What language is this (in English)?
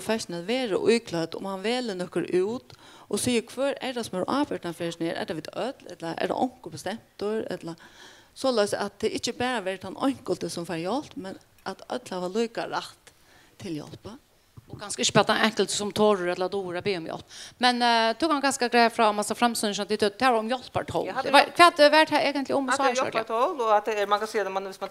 Faroese